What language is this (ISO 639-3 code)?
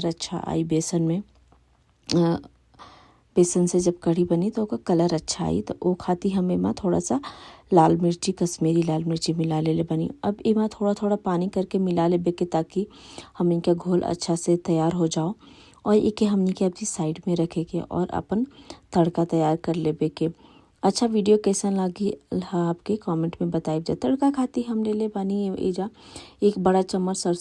bho